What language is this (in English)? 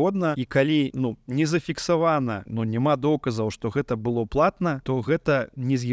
Belarusian